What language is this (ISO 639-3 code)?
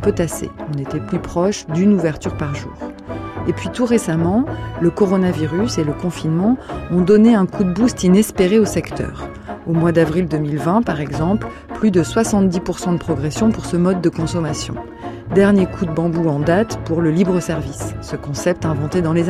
fra